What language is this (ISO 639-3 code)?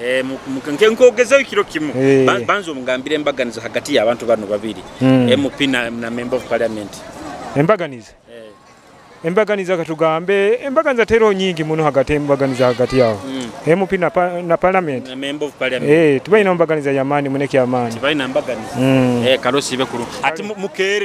nyo